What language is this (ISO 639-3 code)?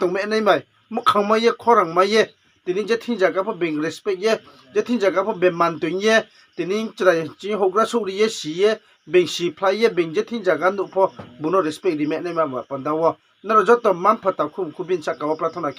ria